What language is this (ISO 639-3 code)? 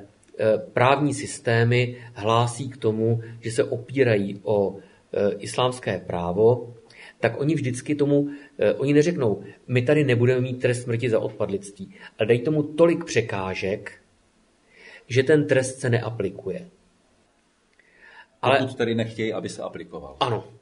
ces